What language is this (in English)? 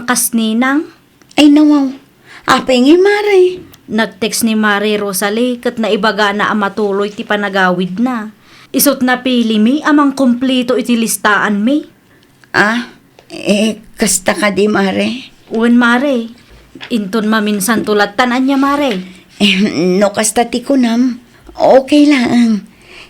Iloko